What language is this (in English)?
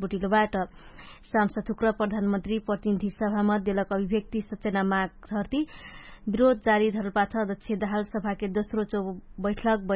Dangaura Tharu